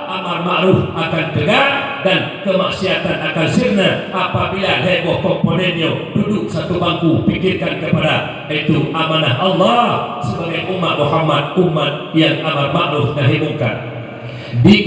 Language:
Achinese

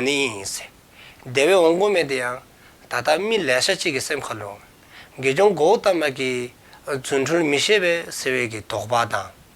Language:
Dzongkha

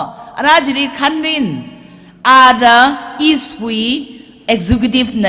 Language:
Tangkhul Naga (India)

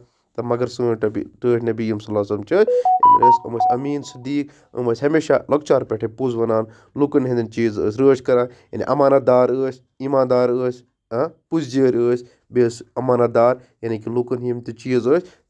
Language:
Kashmiri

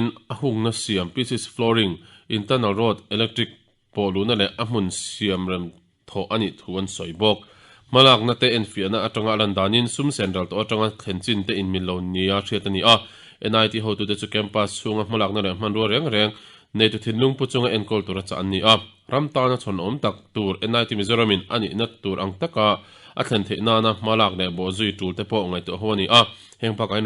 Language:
Mizo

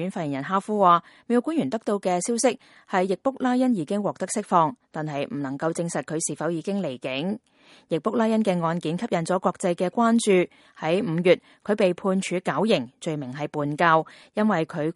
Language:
Cantonese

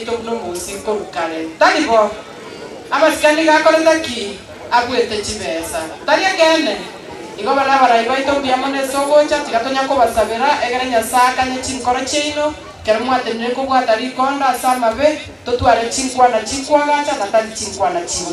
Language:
Gusii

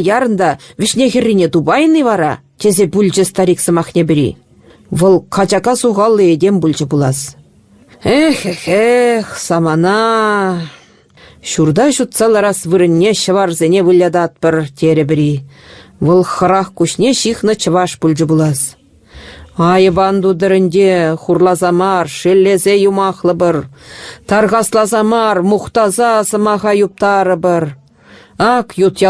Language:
Chuvash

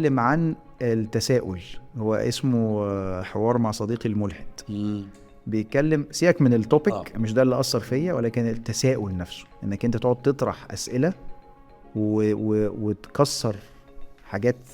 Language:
Egyptian Arabic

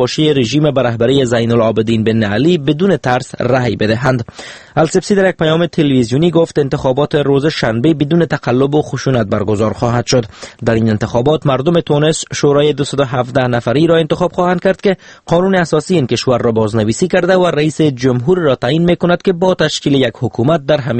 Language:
Persian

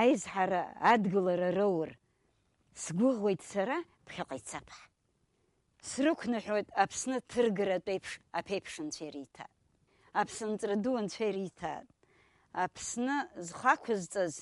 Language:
Abkhazian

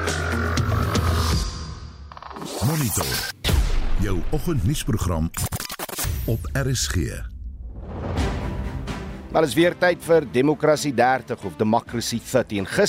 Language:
Afrikaans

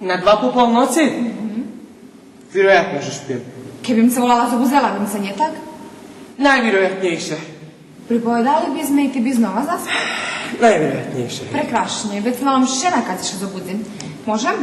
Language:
Rusyn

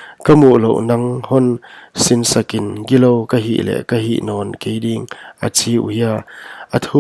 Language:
Paite Chin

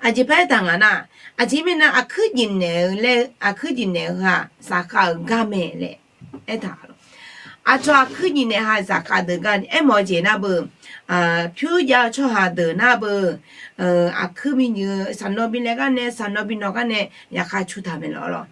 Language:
Akha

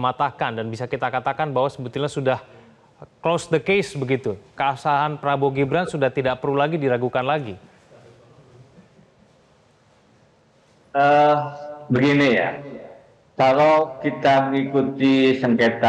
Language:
Indonesian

